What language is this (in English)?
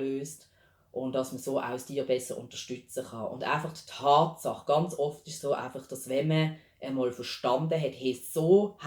Swiss German